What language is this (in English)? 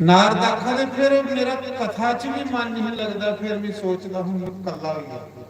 Dogri